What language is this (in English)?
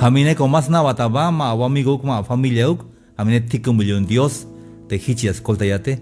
Tzeltal